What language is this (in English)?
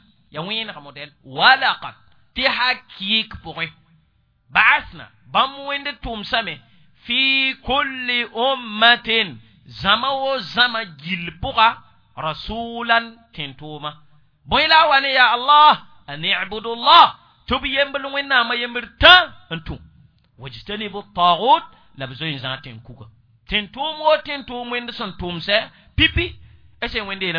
Mossi